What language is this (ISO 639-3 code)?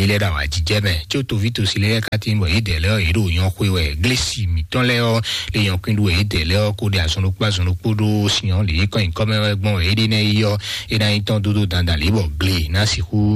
fon